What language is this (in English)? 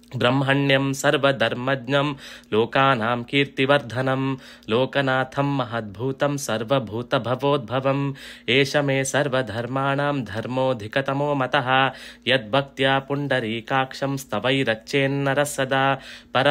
Sanskrit